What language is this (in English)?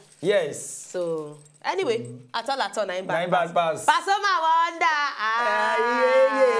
Nigerian Pidgin